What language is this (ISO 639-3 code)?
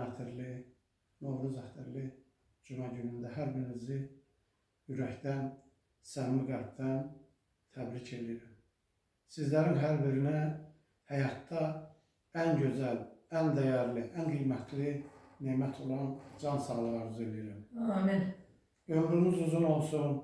aze